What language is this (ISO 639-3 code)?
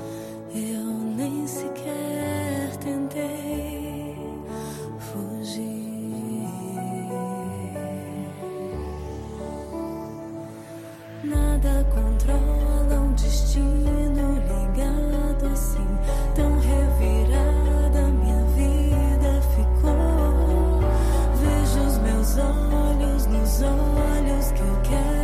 por